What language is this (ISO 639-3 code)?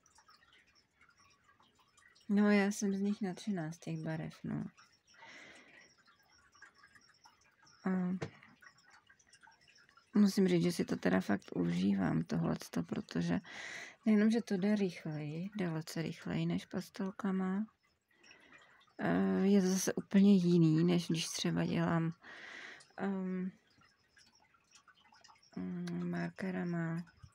ces